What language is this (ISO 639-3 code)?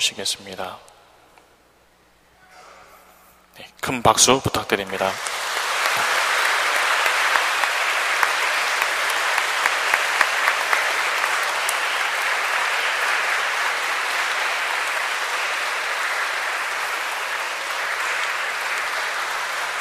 kor